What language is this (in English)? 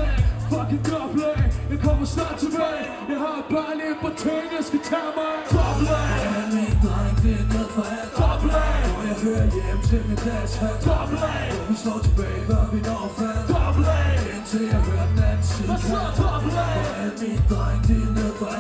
Danish